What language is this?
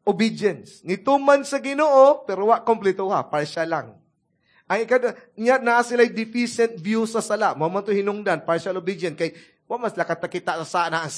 Cebuano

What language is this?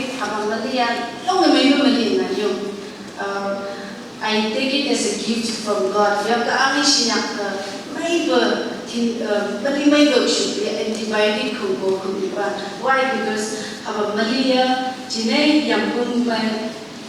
Phom Naga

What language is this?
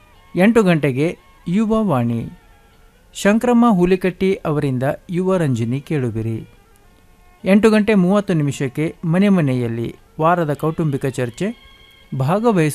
Kannada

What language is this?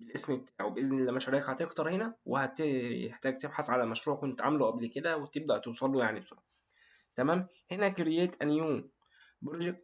Egyptian Arabic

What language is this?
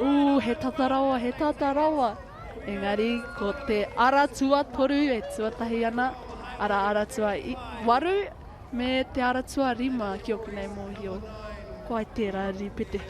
Māori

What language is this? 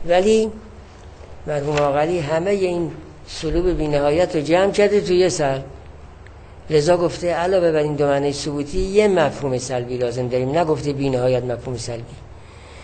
Persian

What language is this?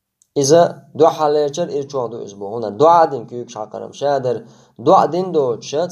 Chechen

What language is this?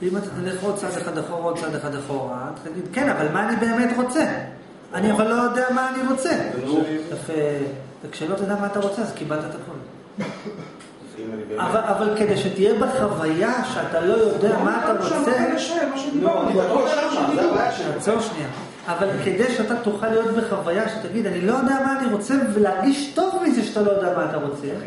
Hebrew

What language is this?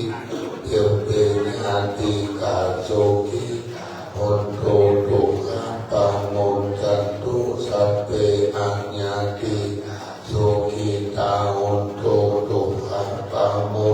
Pali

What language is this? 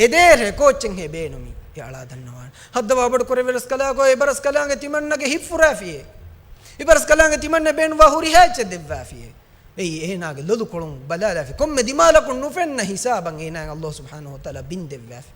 Divehi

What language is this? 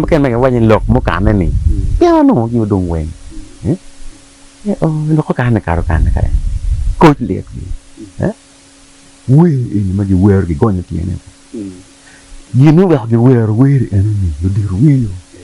Acoli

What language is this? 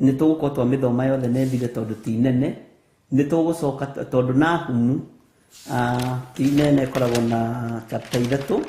Kikuyu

